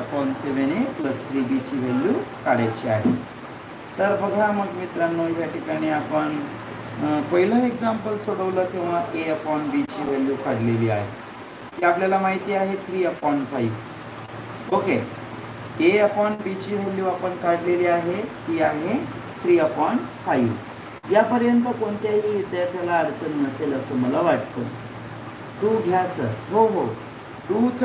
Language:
Marathi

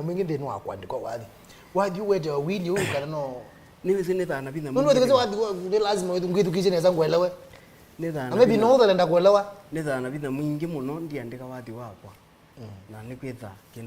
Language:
Kamba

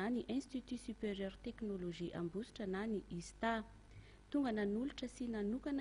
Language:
Malagasy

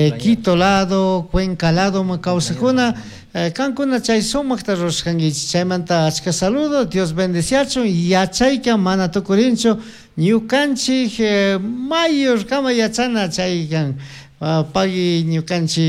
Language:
Chimborazo Highland Quichua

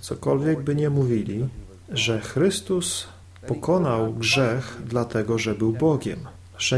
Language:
Polish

